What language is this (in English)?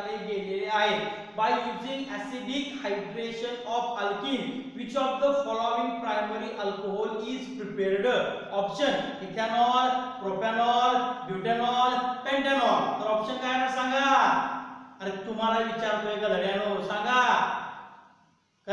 Marathi